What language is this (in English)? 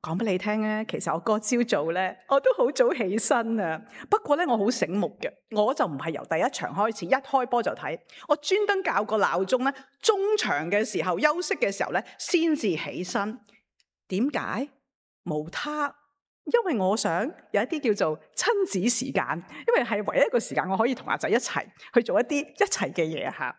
Cantonese